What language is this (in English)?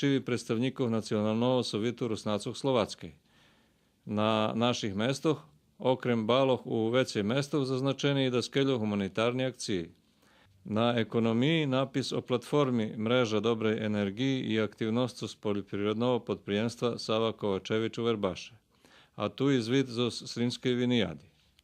Rusyn